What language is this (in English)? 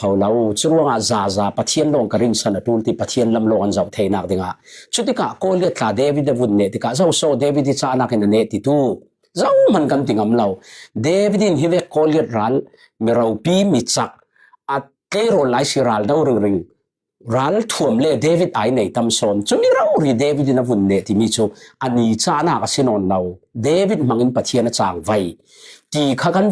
Falam Chin